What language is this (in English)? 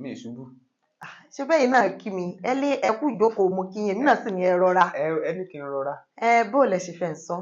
Yoruba